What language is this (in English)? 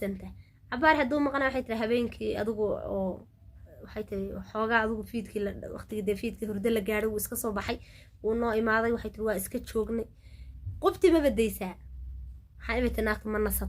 Somali